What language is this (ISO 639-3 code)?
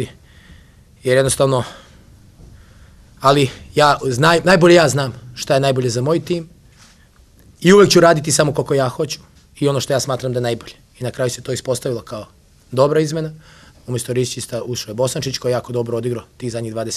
srp